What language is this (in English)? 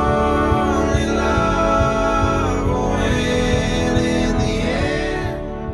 English